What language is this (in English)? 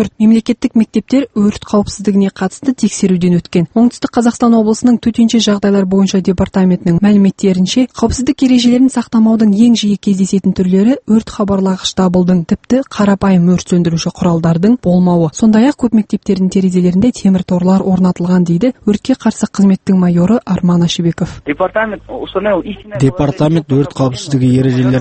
Kazakh